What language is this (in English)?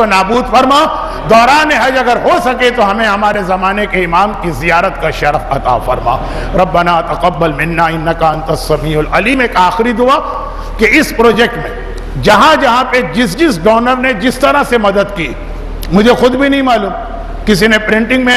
Urdu